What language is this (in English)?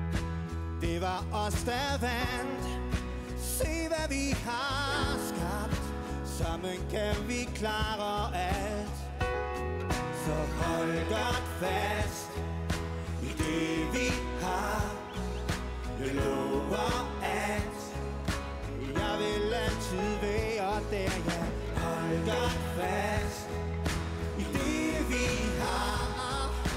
Danish